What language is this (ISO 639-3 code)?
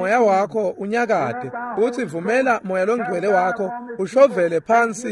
ssw